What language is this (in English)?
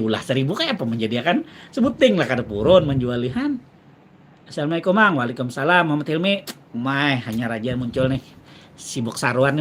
Banjar